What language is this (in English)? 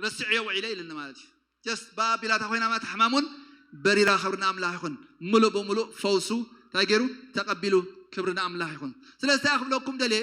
Tigrinya